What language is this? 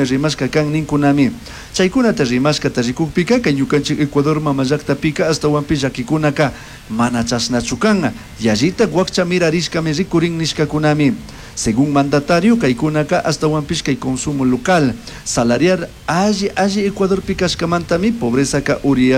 Chimborazo Highland Quichua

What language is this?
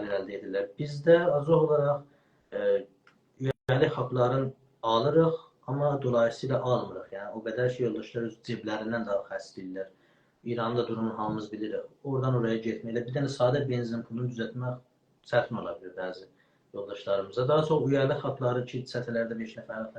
South Azerbaijani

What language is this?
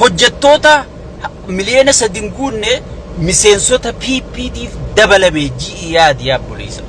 Oromo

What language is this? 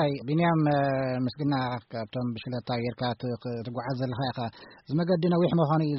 Tigrinya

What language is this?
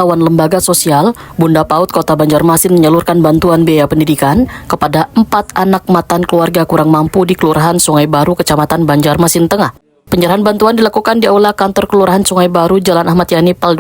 Banjar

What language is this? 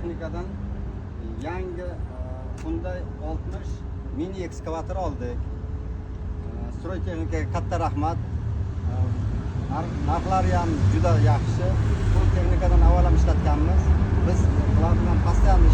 Uzbek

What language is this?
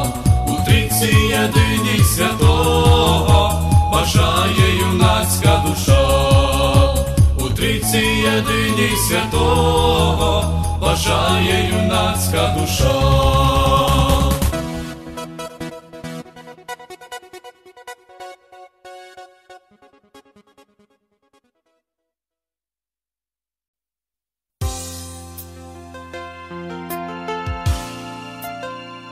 Ukrainian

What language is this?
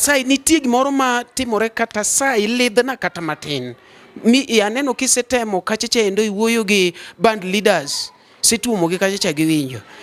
Luo (Kenya and Tanzania)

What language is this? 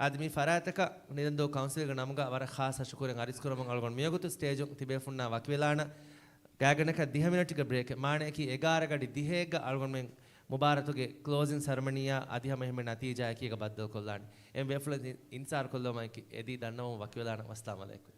Divehi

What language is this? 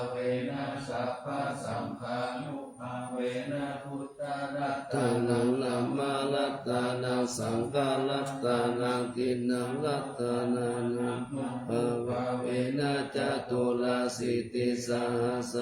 Pali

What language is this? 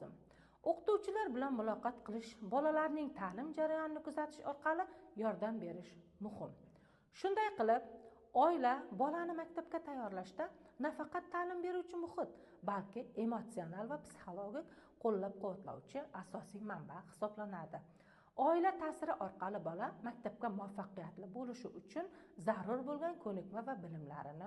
Uzbek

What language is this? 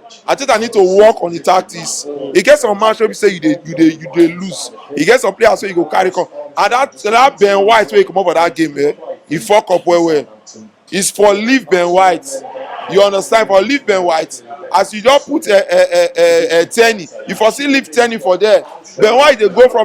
Nigerian Pidgin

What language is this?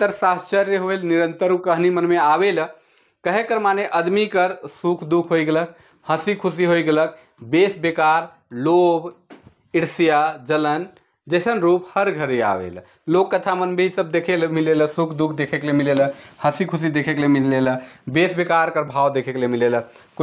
Sadri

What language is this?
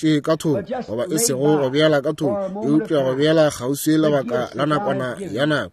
Northern Sotho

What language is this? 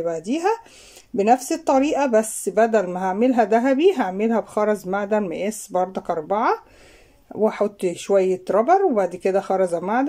Egyptian Arabic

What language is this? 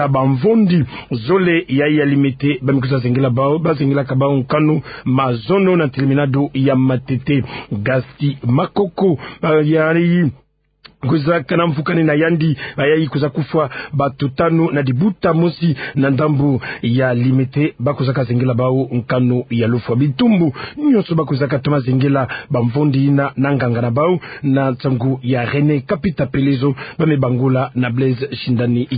Kituba (Democratic Republic of Congo)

